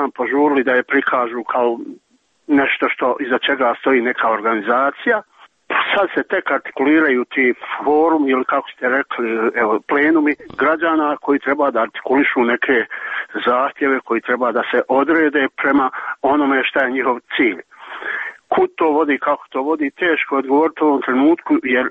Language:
Serbian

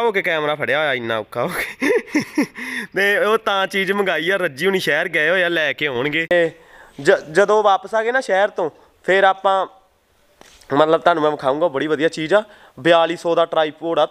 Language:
Punjabi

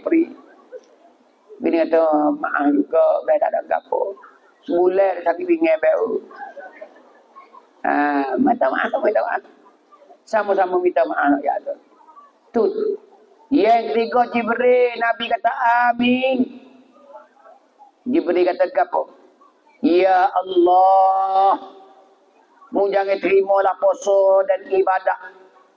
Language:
Pattani Malay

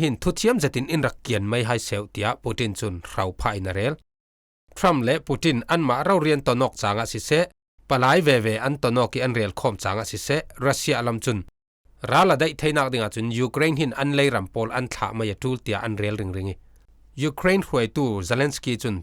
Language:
Falam Chin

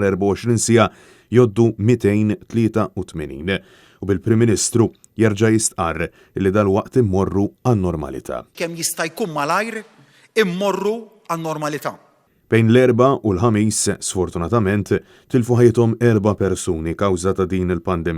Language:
Maltese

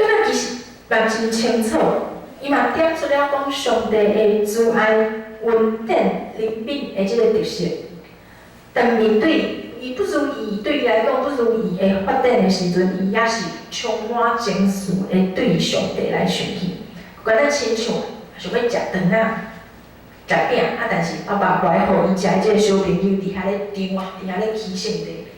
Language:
Min Nan Chinese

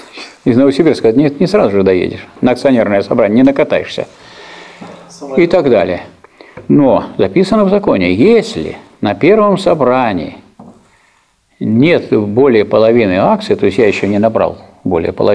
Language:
Russian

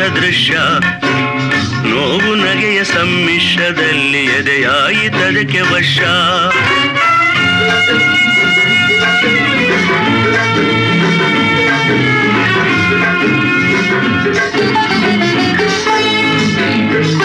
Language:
Kannada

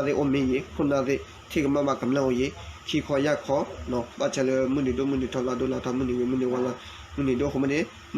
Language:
S'gaw Karen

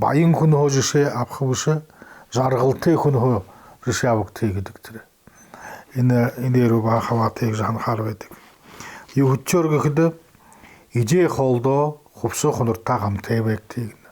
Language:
Buriat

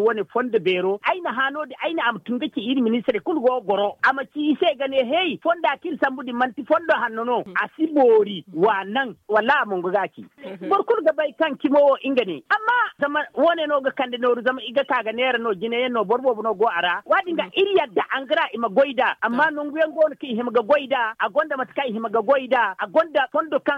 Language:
Zarma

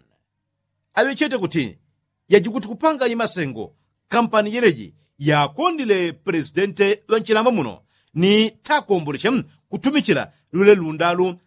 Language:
Yao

